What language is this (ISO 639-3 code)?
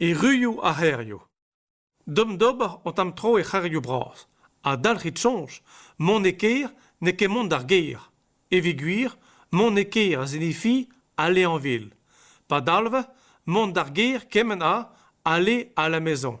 bre